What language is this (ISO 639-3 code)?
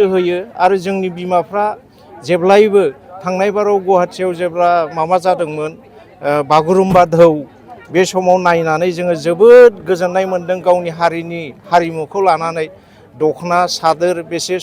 brx